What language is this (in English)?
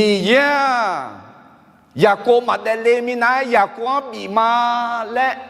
Akha